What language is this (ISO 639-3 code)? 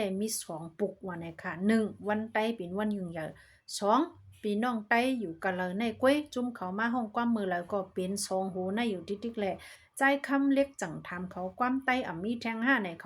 shn